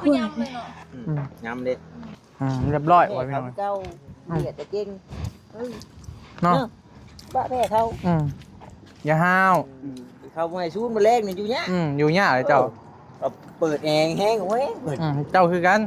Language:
Northeastern Thai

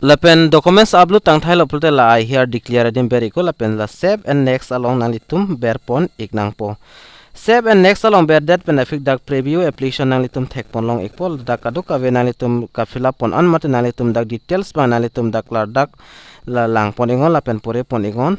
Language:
Karbi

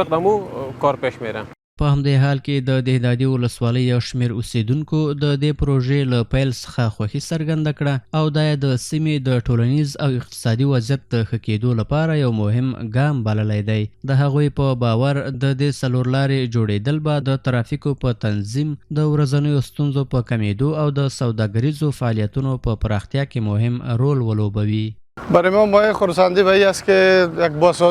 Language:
Pashto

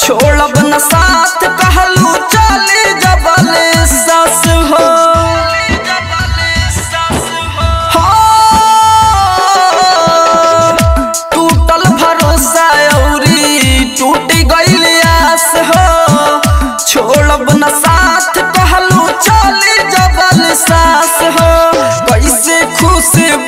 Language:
Bhojpuri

